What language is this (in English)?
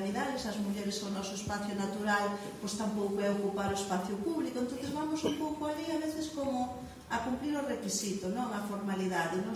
Galician